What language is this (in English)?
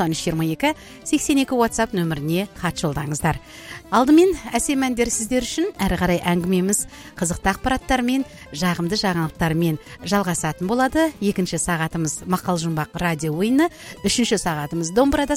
Kazakh